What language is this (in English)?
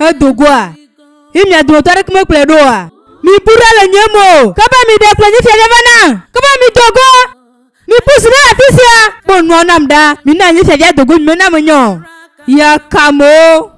Ewe